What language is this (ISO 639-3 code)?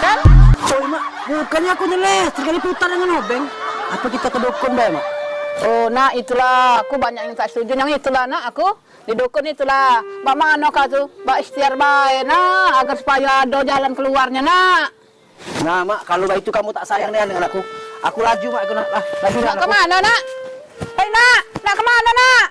mui